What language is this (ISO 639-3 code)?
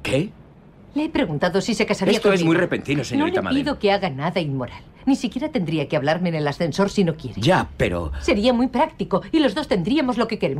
spa